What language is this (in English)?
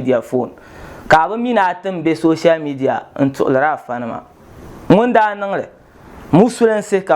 Dagbani